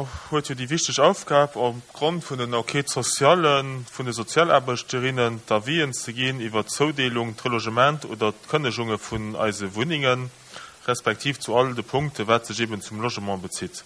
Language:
Luxembourgish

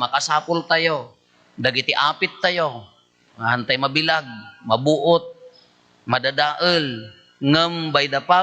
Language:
Iloko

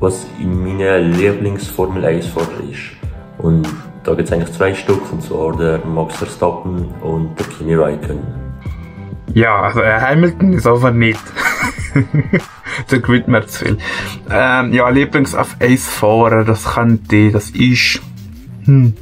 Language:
Swiss German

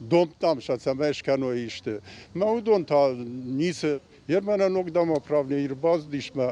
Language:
Ossetic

